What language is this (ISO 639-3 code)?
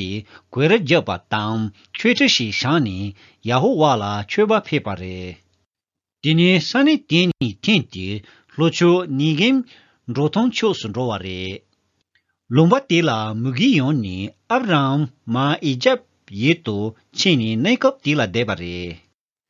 bod